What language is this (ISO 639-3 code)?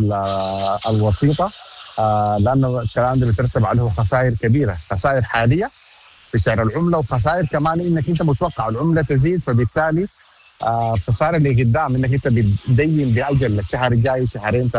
apd